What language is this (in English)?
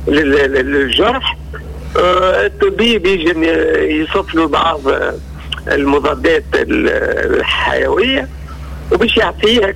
Tunisian Arabic